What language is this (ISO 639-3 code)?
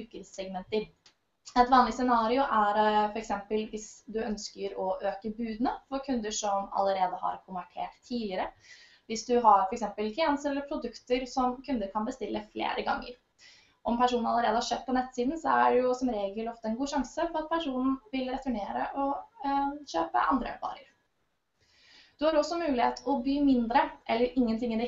nor